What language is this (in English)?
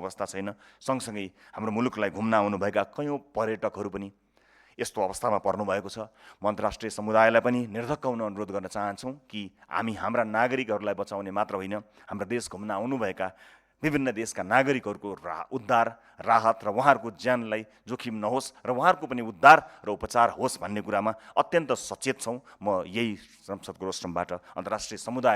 Nepali